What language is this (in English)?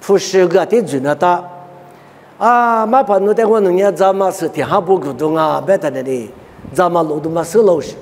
Lisu